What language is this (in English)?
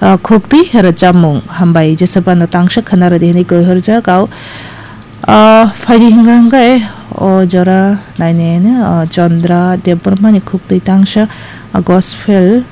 Kok Borok